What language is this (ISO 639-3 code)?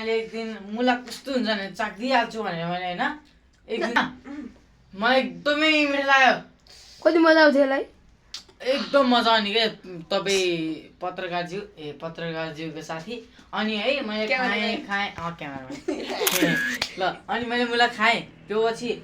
nep